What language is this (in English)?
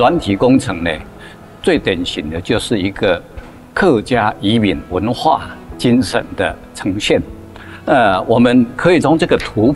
Chinese